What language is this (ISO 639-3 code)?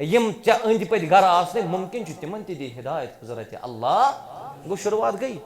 kas